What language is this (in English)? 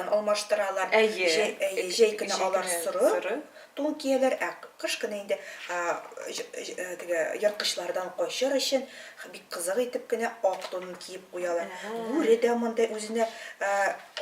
Tatar